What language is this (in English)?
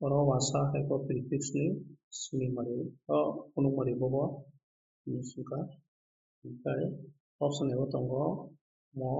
Kok Borok